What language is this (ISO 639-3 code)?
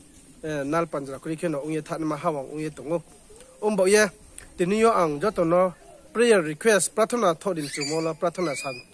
ria